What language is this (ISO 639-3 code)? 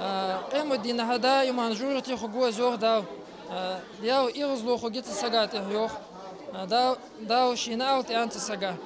inh